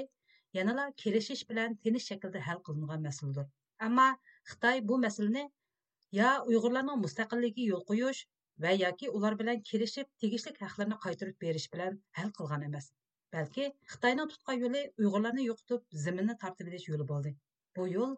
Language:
Uyghur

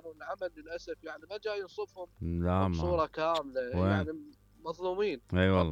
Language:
Mesopotamian Arabic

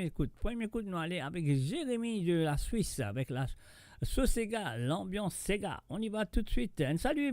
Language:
Morisyen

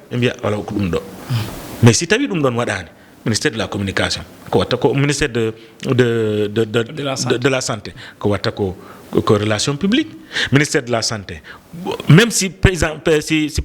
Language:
Fula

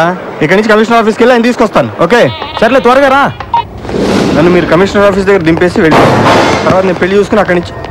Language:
Telugu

